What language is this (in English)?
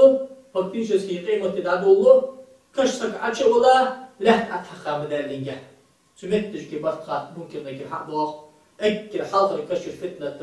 Ingush